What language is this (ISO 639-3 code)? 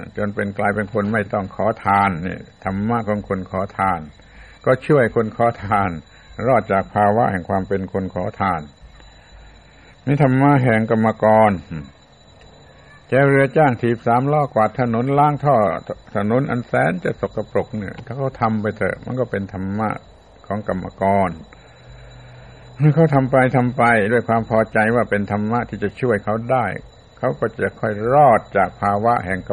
tha